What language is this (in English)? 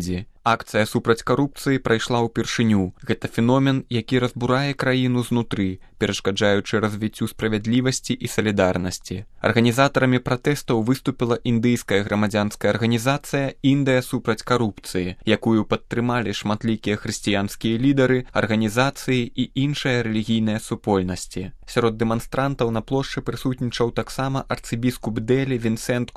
Belarusian